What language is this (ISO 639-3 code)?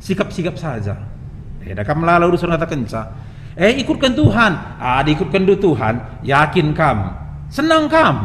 btx